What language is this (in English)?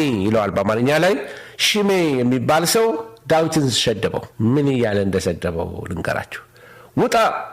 Amharic